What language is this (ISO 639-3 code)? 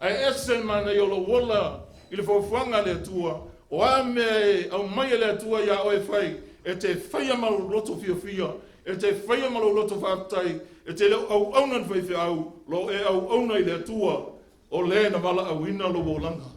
smo